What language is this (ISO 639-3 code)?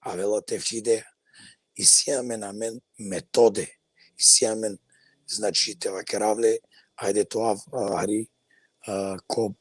rmn